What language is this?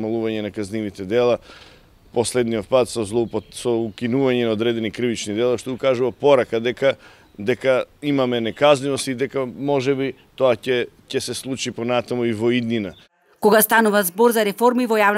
Macedonian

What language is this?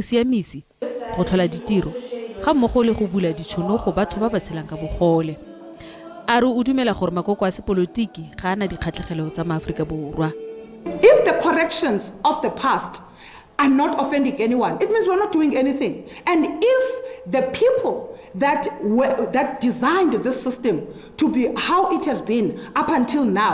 Tswana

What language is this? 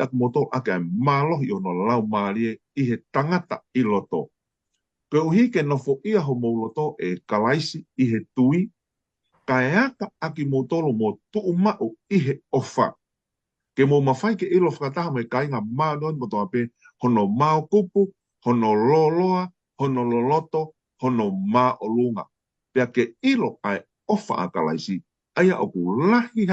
Tongan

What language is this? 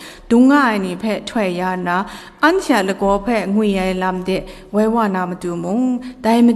Kachin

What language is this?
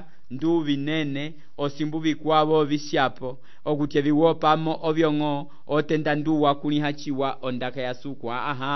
Umbundu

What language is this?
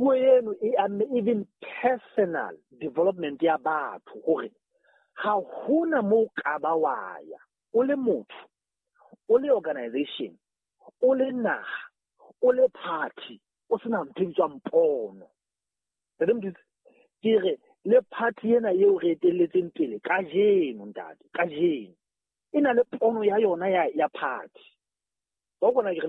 Southern Sotho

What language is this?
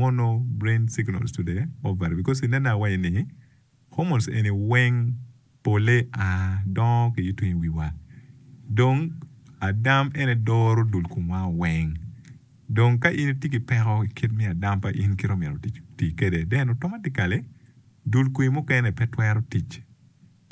Acoli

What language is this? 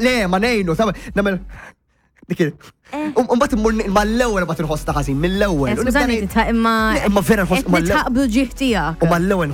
Maltese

